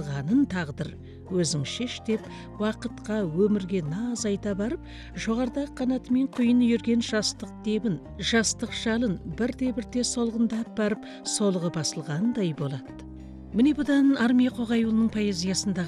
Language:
Kazakh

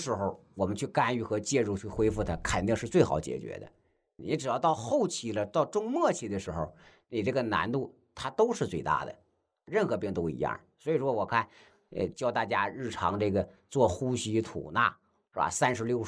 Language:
Chinese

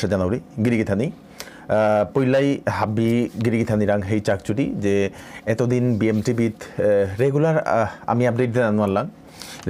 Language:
Bishnupriya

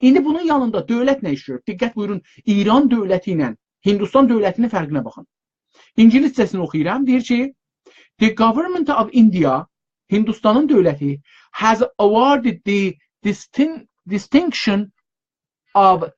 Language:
South Azerbaijani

